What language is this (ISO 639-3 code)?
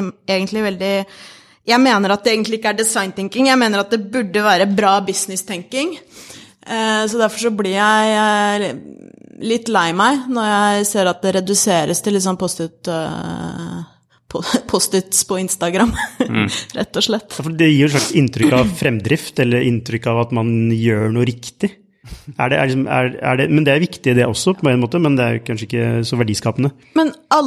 nor